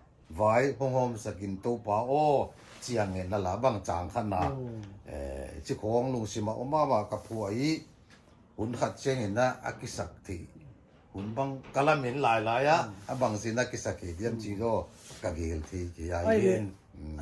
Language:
Paite Chin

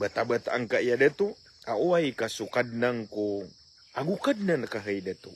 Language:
Maranao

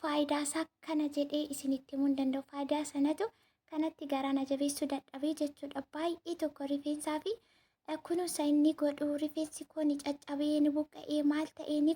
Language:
Oromo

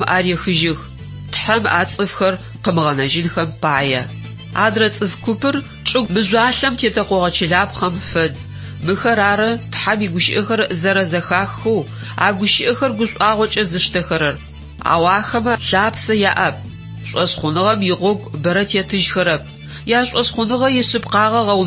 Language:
Adyghe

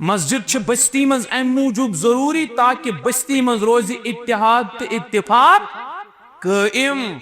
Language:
Kashmiri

